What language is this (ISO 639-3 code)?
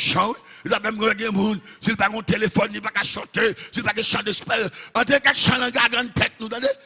hat